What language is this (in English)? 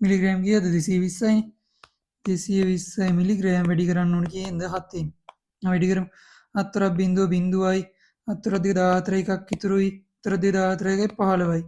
Sinhala